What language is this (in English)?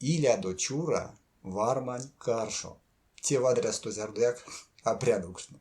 Erzya